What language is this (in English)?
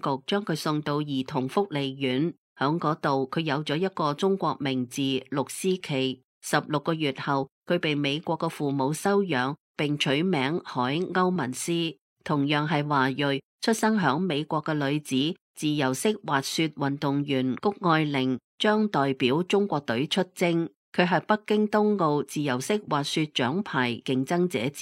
Cantonese